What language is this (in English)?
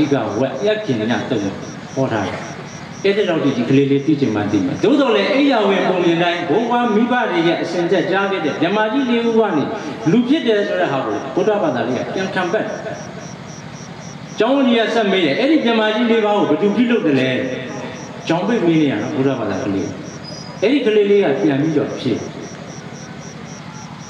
Burmese